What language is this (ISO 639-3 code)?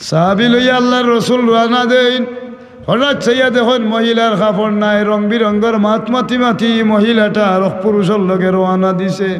syl